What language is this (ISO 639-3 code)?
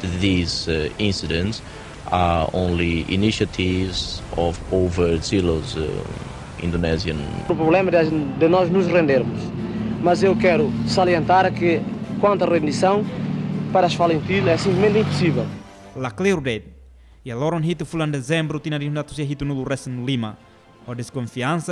tet